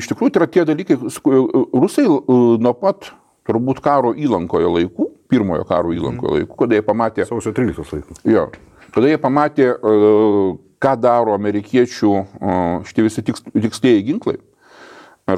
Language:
Lithuanian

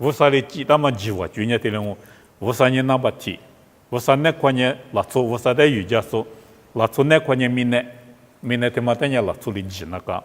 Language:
Lisu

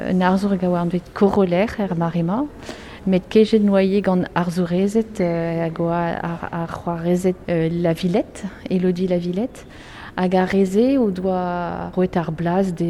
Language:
Breton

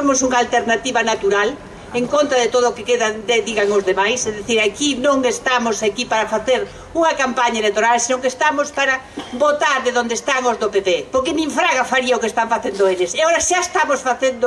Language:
Galician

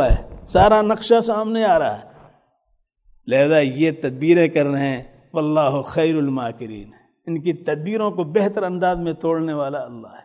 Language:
Urdu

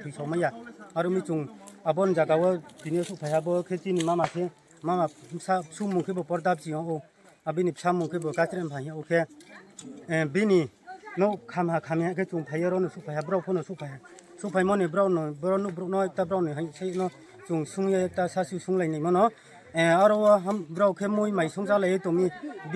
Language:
Riang (India)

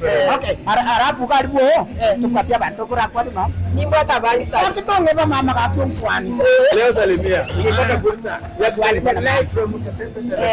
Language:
Gusii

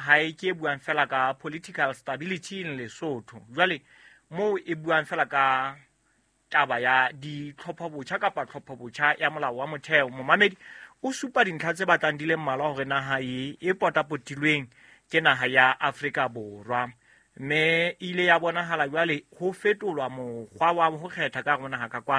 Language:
Southern Sotho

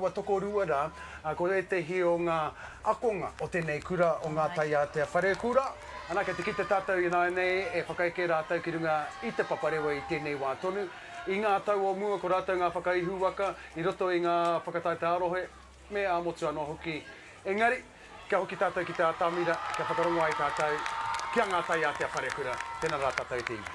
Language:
Māori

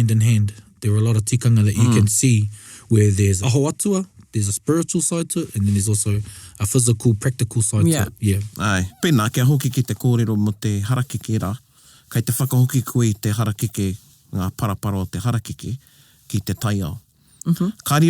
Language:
Māori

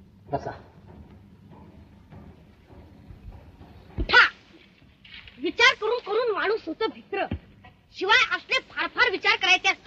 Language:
Marathi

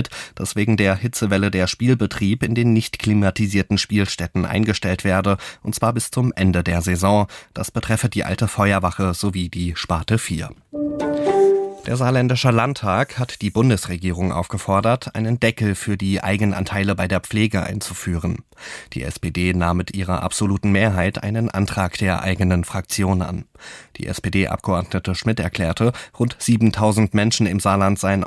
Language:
German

